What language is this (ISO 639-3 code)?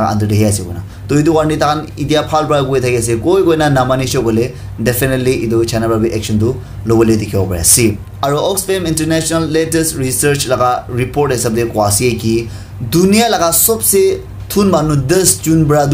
nag